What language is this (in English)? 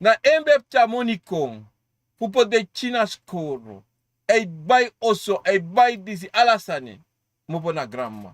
Sranan Tongo